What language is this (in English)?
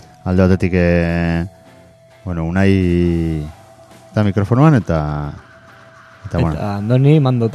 Basque